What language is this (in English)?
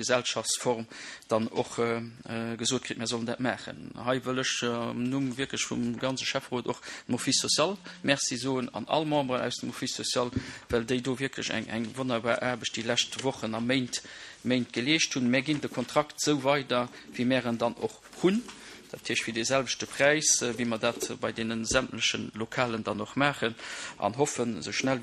Luxembourgish